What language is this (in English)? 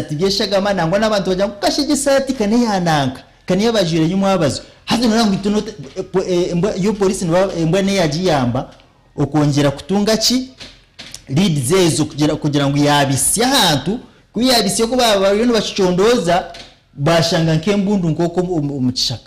Nyankole